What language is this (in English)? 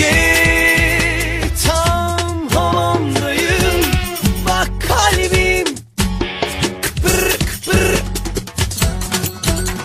Turkish